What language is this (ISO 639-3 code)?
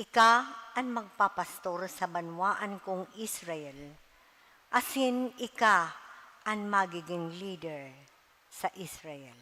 bik